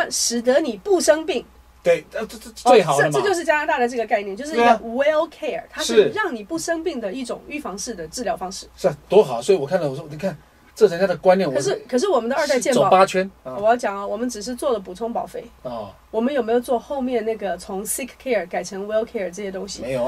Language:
Chinese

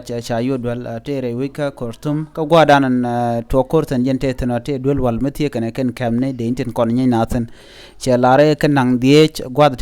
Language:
Nuer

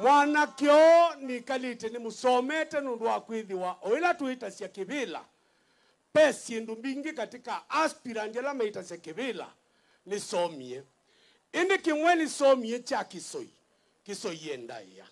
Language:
Kamba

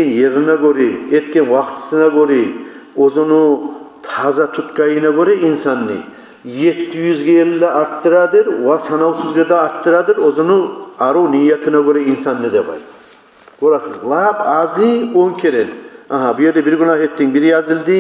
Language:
Kumyk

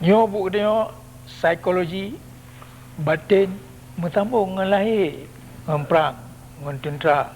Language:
Achinese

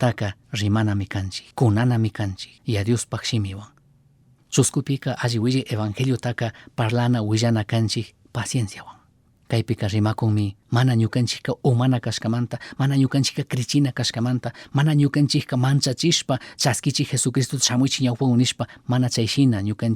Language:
Chimborazo Highland Quichua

